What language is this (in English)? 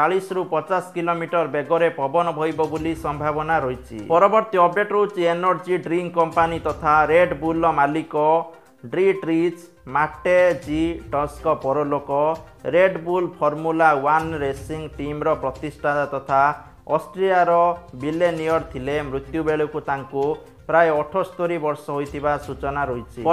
Odia